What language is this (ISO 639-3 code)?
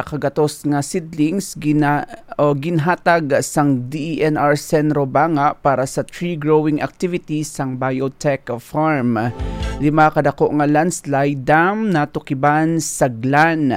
hil